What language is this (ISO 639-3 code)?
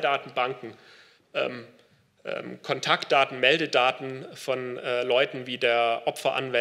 deu